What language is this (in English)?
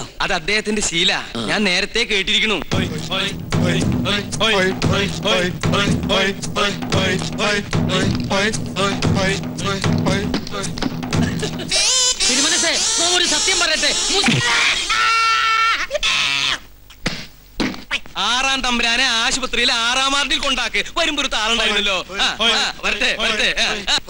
Malayalam